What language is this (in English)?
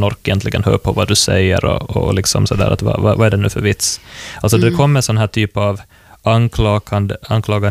Swedish